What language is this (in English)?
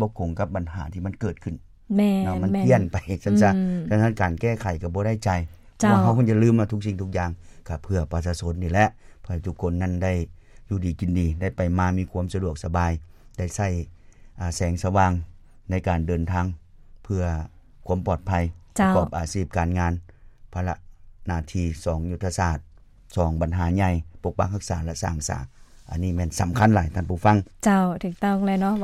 Lao